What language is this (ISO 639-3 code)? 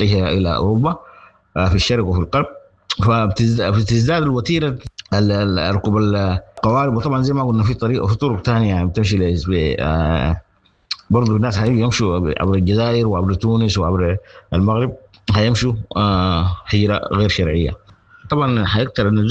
apd